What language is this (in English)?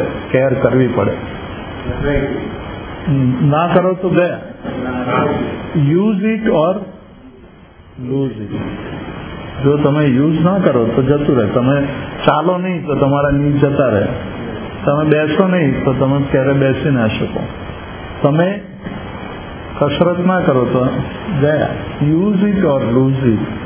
Gujarati